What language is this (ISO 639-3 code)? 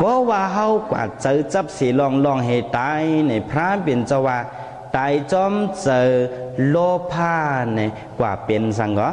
shn